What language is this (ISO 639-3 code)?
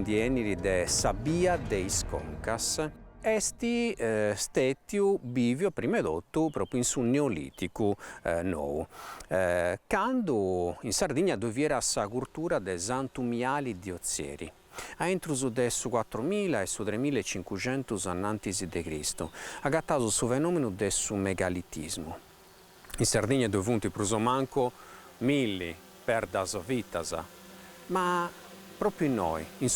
srd